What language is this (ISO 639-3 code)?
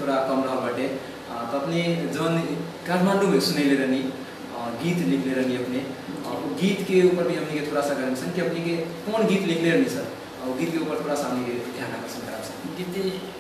bho